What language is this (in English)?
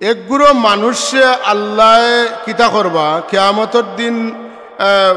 Sylheti